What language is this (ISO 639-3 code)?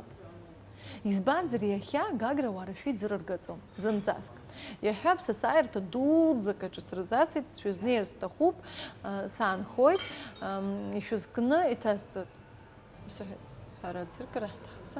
abk